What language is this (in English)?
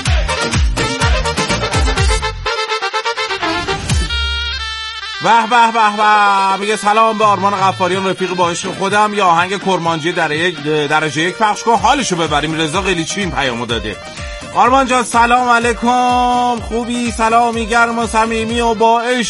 Persian